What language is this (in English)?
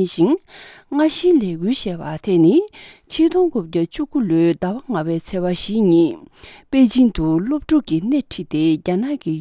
Tibetan